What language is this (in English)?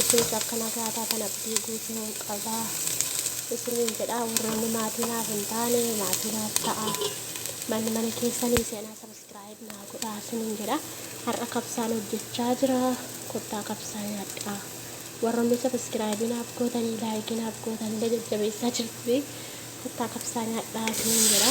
Oromo